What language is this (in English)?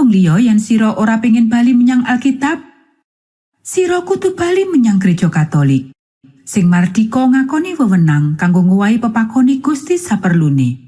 Javanese